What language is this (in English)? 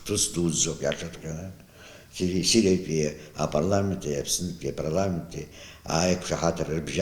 Abkhazian